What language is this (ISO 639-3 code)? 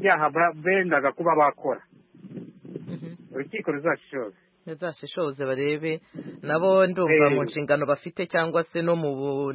kin